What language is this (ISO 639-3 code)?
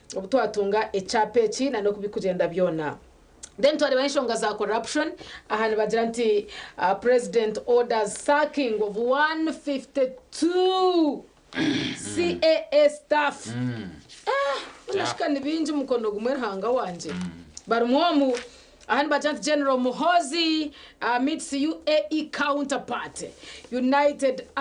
nyn